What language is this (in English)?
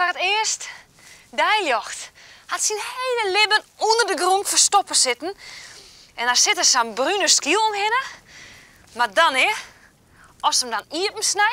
Western Frisian